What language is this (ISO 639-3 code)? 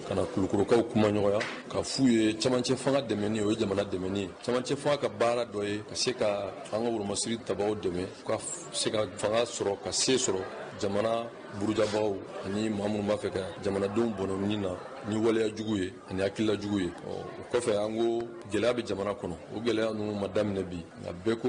bam